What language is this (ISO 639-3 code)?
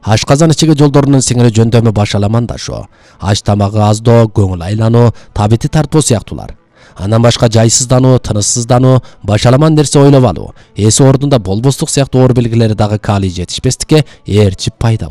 kir